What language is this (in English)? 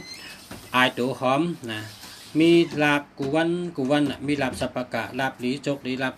Shan